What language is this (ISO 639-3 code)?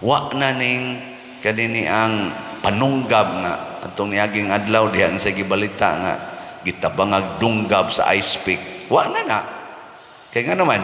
ceb